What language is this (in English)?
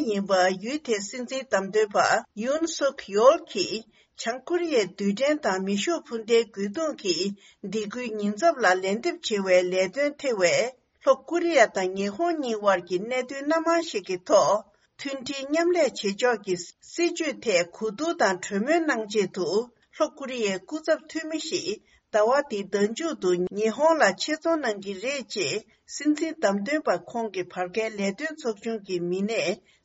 Tibetan